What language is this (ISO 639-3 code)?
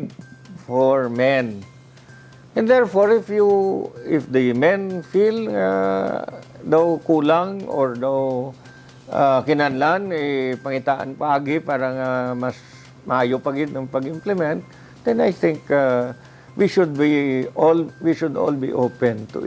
hil